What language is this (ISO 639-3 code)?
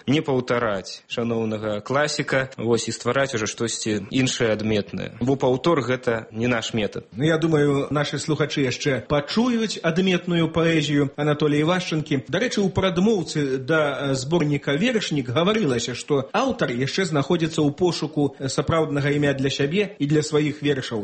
bel